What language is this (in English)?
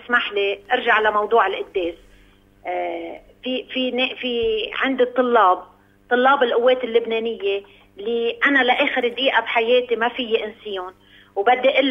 North Levantine Arabic